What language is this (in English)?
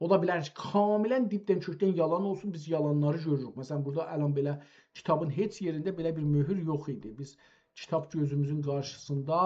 South Azerbaijani